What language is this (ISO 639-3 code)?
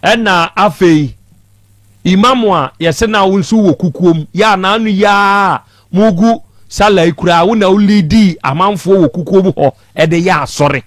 aka